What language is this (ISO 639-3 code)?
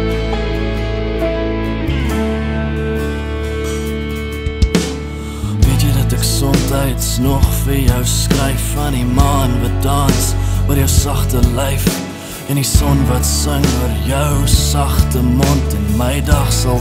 afr